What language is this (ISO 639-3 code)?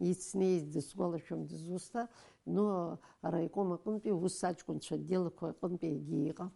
abk